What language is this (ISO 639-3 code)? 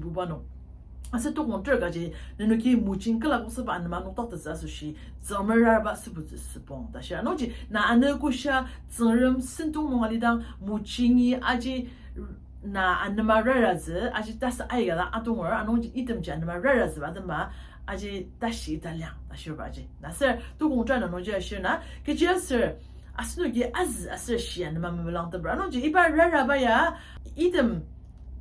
njo